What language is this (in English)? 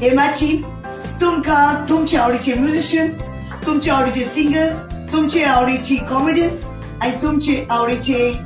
Konkani